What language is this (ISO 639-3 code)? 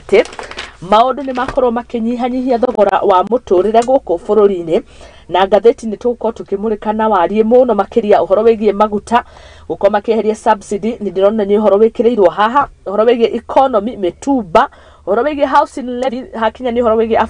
kik